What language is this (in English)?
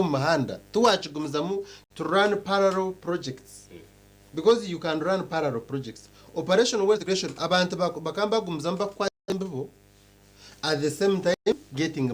Nyankole